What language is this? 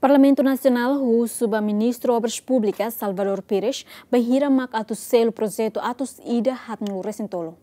Tetum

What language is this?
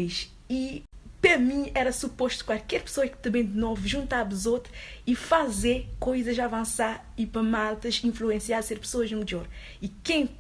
Kabuverdianu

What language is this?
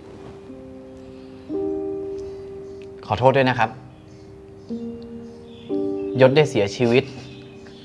Thai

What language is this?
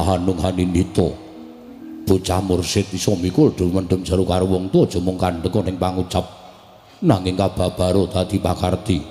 Javanese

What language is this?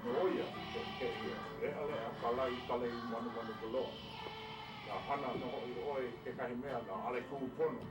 Hawaiian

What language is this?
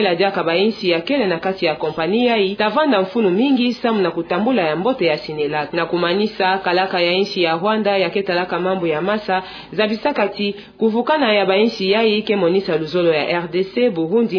Kituba (Democratic Republic of Congo)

